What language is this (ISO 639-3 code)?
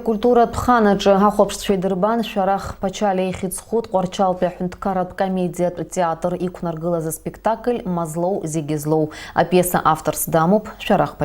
abk